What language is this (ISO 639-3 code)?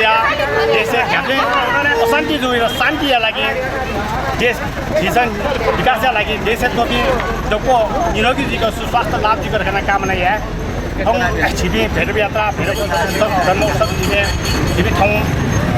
new